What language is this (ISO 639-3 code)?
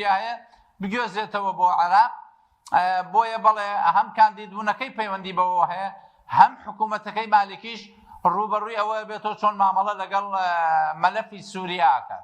ckb